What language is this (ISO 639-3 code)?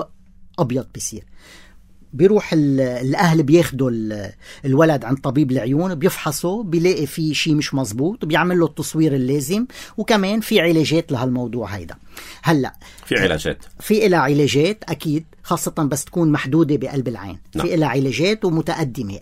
apc